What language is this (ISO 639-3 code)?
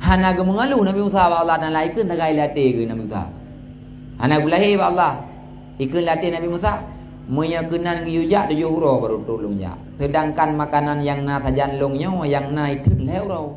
ace